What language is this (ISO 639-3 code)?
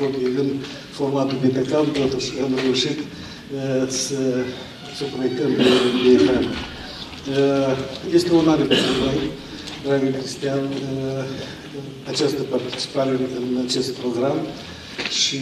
ron